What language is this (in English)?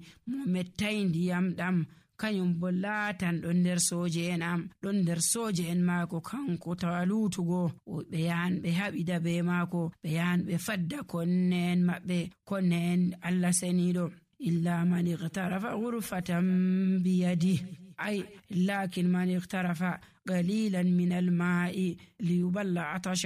Nigerian Fulfulde